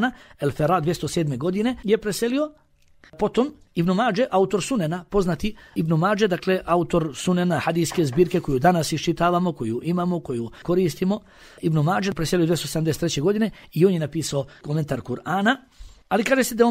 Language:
Bosnian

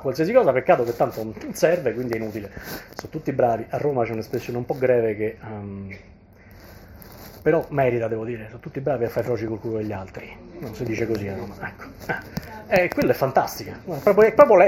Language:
Italian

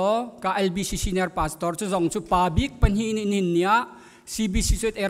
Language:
Hakha Chin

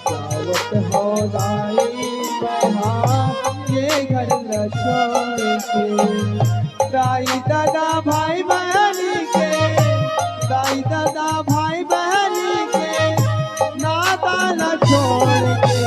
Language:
Chhattisgarhi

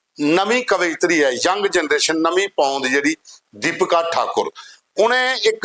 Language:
Dogri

